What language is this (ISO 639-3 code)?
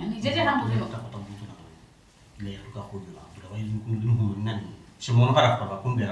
syl